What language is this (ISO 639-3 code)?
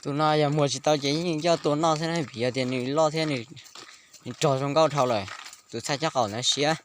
hmn